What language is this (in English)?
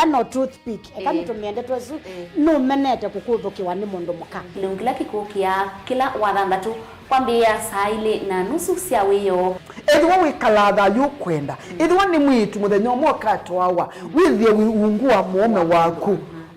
Kamba